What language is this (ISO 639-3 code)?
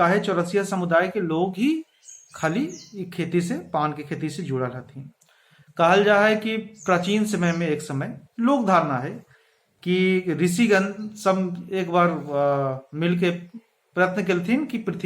mag